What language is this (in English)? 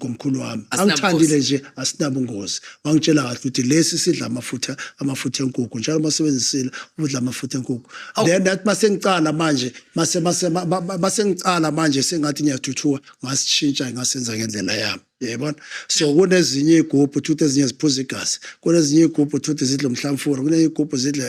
Zulu